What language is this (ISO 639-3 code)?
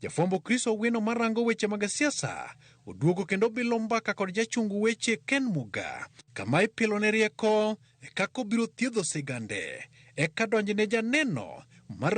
luo